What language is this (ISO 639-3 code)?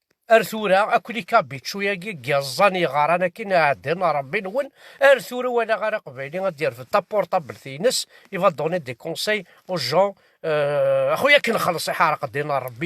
kab